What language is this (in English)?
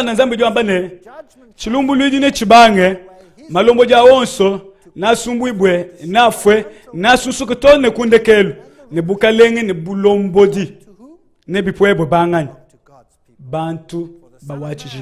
Luba-Lulua